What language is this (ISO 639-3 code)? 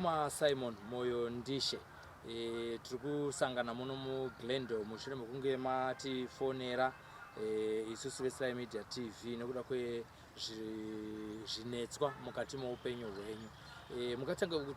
sna